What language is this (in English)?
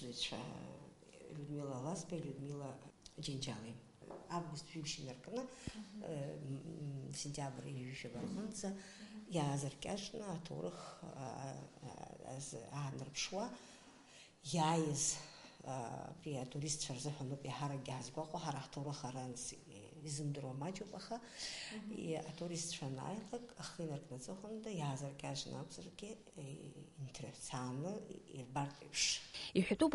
Abkhazian